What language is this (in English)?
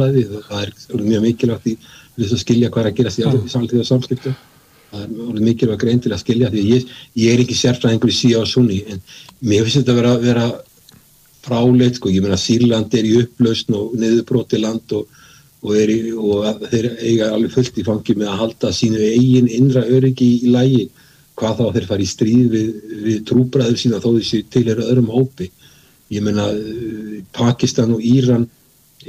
Icelandic